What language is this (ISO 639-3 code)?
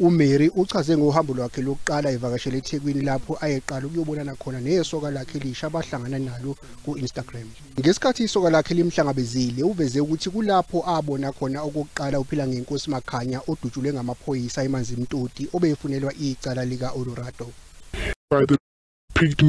zul